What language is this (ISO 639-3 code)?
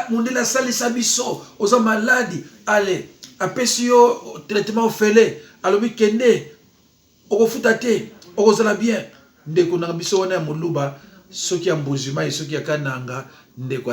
lin